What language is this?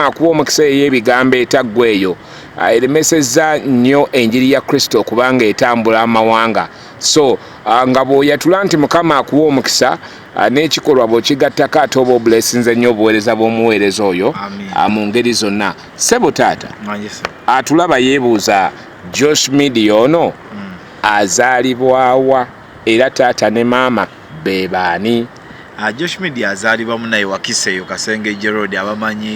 Ganda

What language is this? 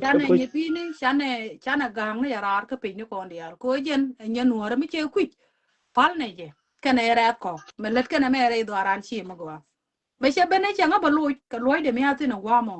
Nuer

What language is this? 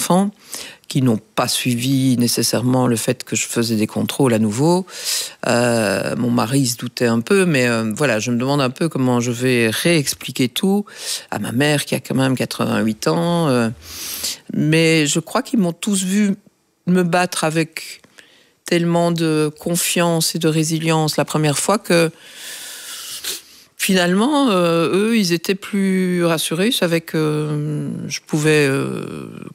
French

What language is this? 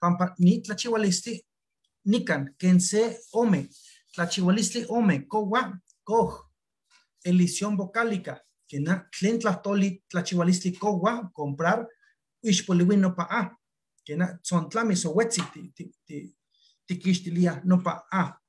Eastern Huasteca Nahuatl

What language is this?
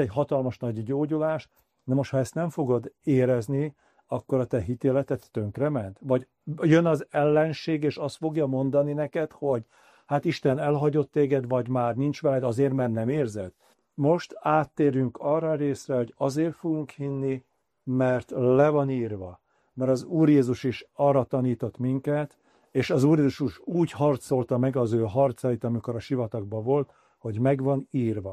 Hungarian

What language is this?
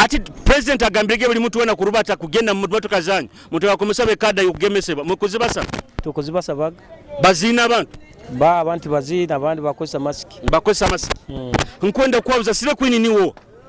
Nyoro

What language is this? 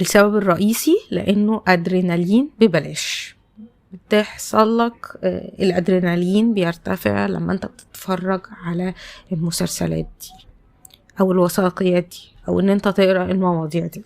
Egyptian Arabic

